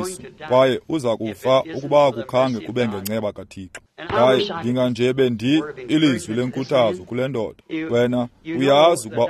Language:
Xhosa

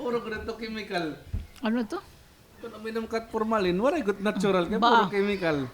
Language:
Waray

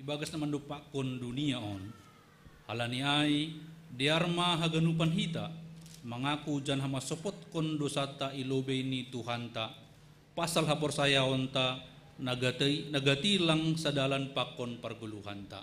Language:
Batak Simalungun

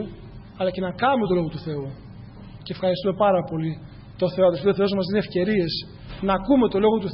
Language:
Greek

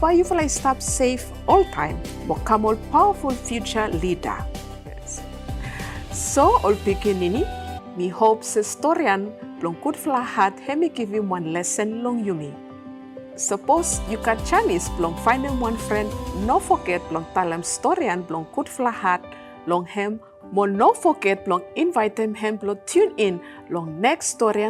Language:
Bislama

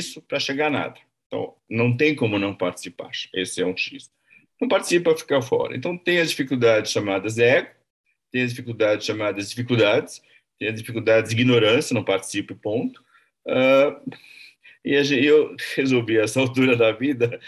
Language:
Portuguese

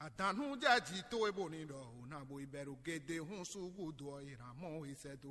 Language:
Fon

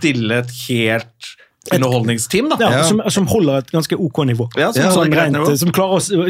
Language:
Norwegian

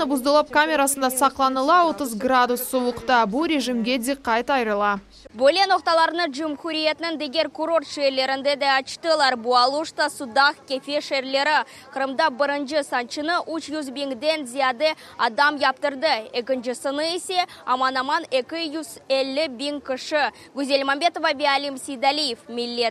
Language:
Crimean Tatar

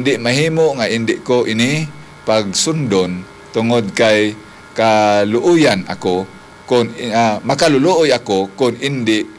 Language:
Hiligaynon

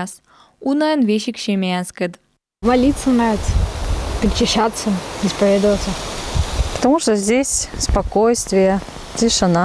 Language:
Komi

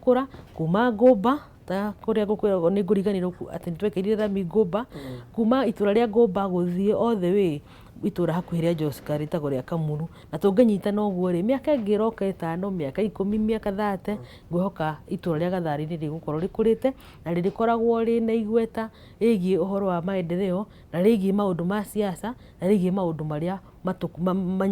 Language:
Kikuyu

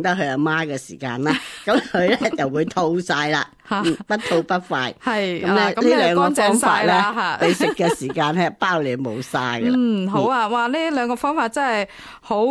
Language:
Cantonese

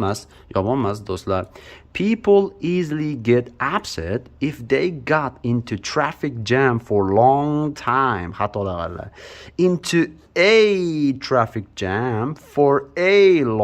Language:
Uzbek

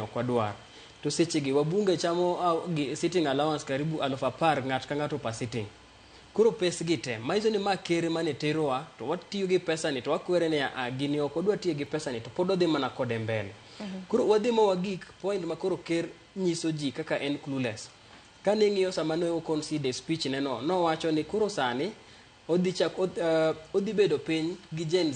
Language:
Luo (Kenya and Tanzania)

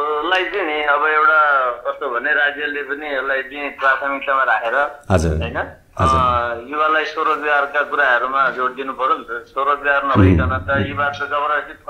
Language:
Nepali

